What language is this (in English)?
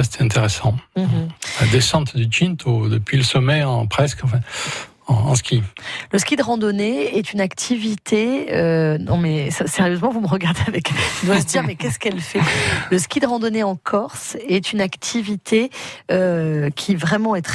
French